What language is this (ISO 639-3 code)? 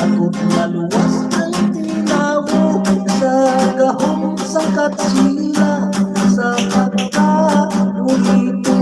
hil